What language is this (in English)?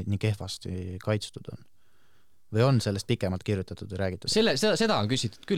Estonian